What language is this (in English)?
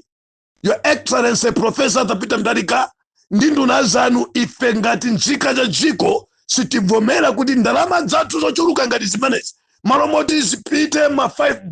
Nyanja